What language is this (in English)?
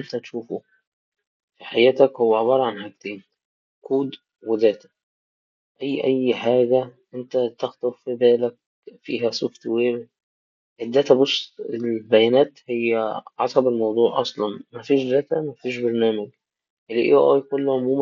Egyptian Arabic